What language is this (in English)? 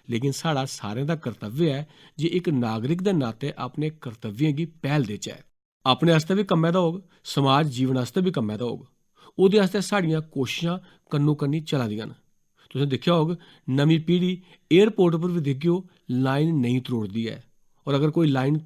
Dogri